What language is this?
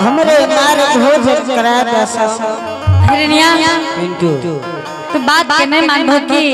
Angika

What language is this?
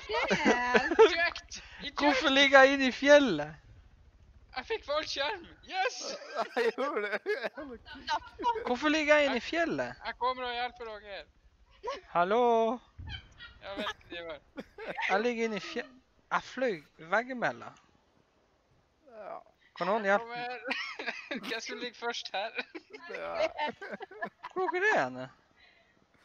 Norwegian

